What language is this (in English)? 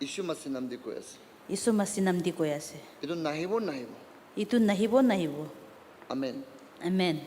Naga Pidgin